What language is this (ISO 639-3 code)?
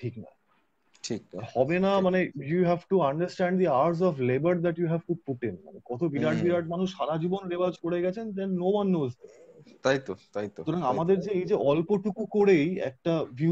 ben